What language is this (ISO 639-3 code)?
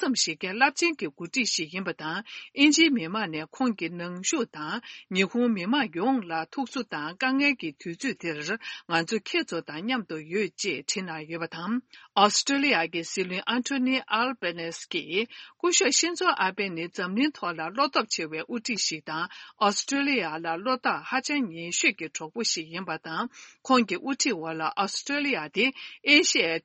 bod